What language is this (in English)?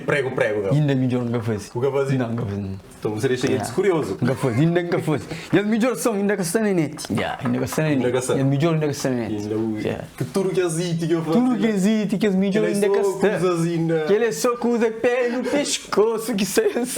Kabuverdianu